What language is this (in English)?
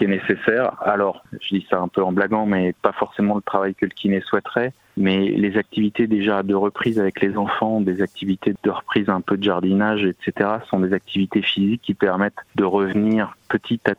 French